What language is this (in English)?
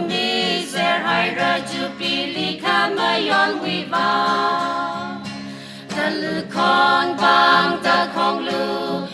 Tangkhul Naga (India)